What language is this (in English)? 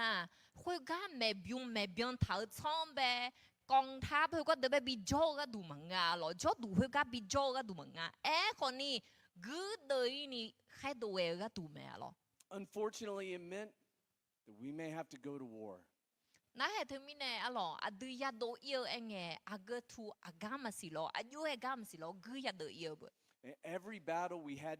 Akha